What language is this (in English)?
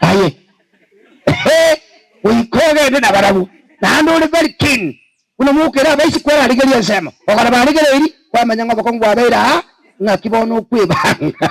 Gusii